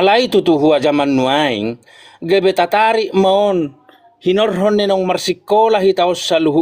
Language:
Batak Toba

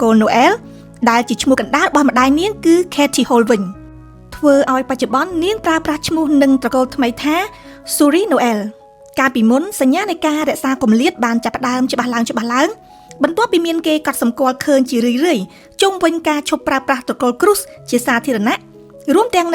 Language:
Khmer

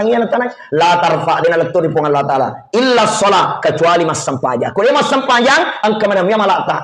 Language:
Buginese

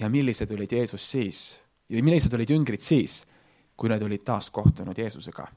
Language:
Estonian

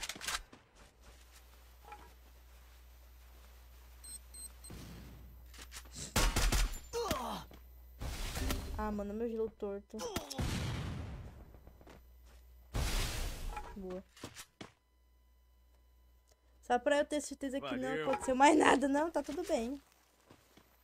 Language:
Portuguese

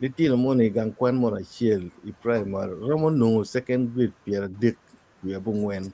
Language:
Acoli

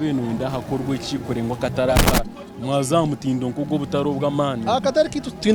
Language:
Nyankole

